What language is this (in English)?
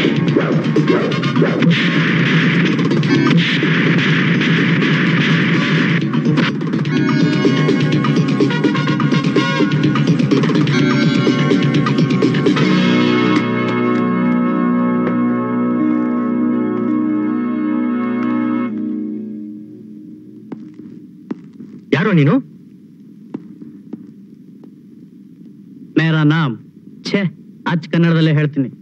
Kannada